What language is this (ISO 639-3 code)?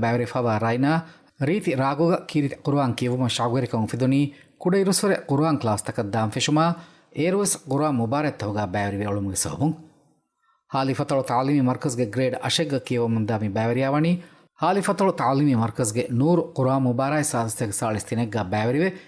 div